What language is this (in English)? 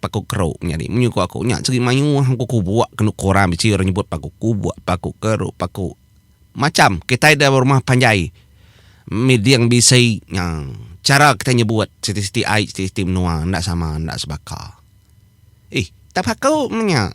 Iban